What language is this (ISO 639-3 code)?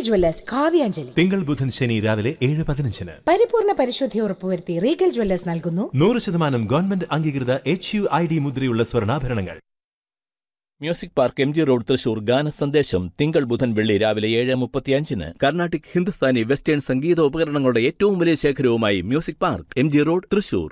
mal